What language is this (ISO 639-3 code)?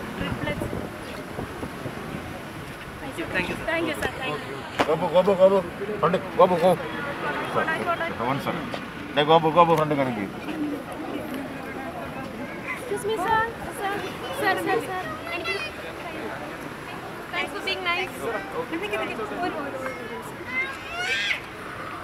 mal